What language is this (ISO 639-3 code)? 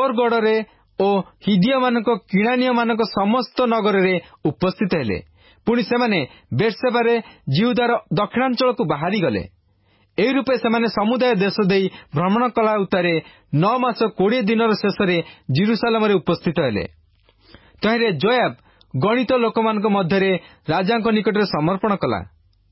ori